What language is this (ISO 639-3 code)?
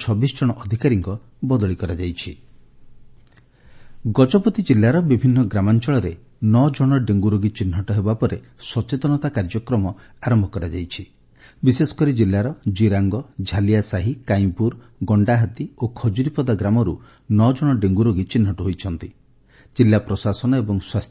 ori